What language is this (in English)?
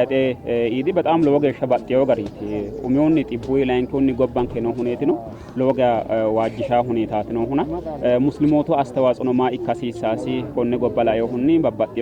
Sidamo